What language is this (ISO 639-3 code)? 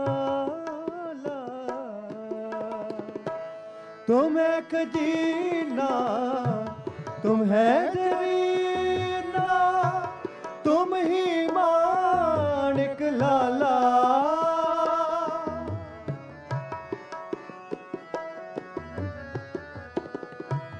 hin